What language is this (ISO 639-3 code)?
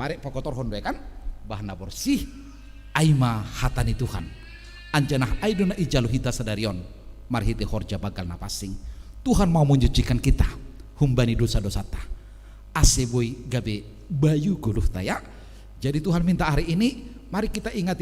bts